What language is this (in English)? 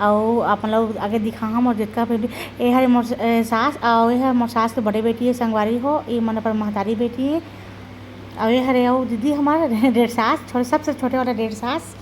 Chhattisgarhi